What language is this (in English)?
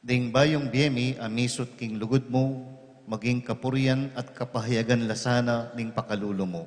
Pampanga